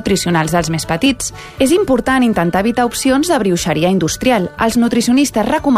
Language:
Catalan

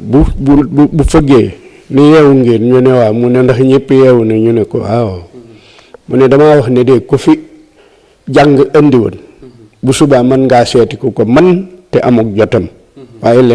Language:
Wolof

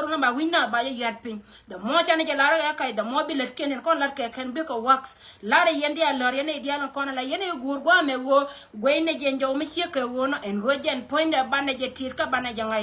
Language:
Nuer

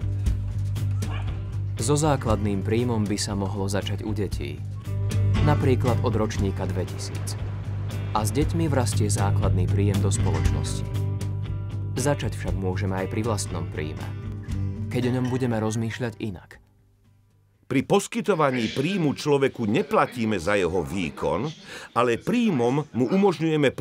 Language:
Slovak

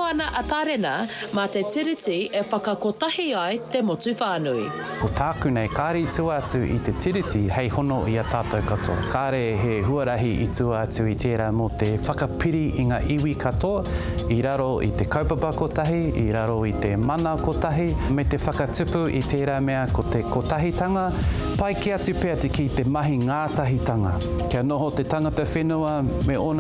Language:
Māori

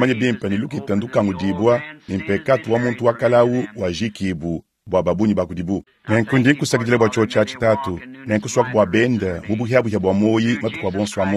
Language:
Luba-Lulua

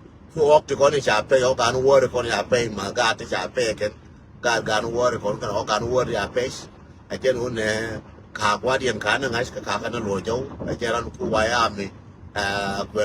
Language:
Nuer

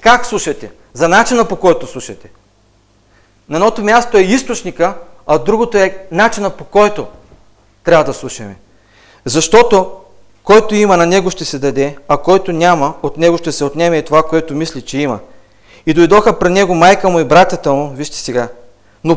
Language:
Bulgarian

